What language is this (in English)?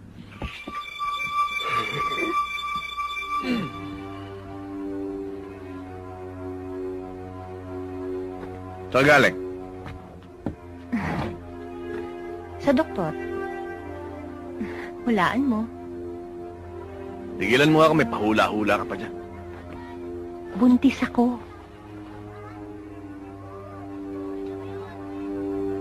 Filipino